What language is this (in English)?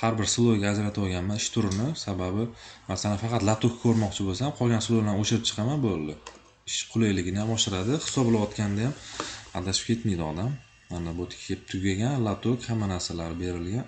Uzbek